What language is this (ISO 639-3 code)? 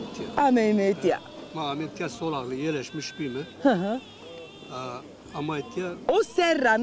zza